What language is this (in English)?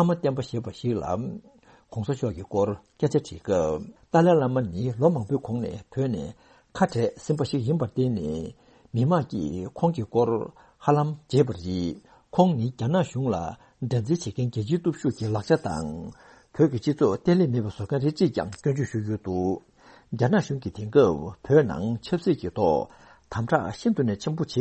Tibetan